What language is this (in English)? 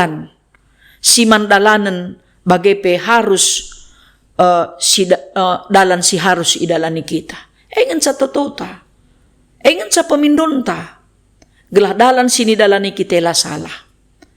Batak Karo